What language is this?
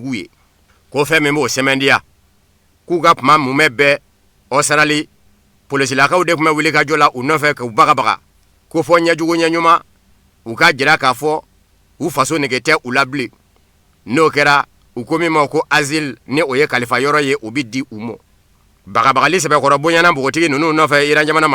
Bambara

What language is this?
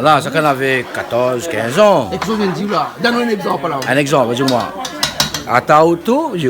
Réunion Creole French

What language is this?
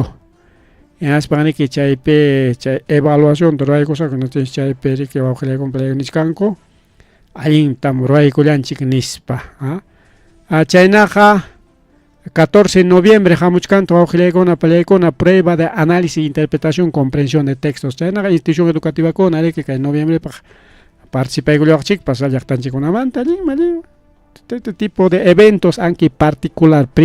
Ayacucho Quechua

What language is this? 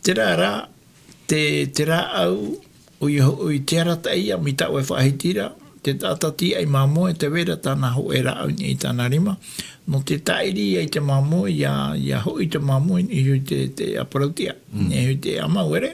Tahitian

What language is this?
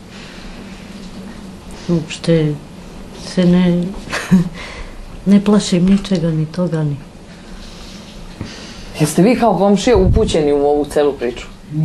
Serbian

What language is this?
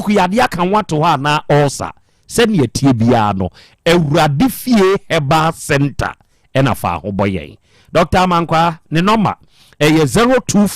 Akan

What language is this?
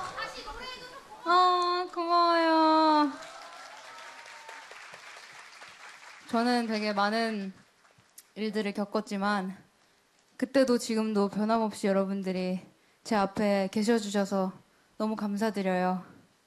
Korean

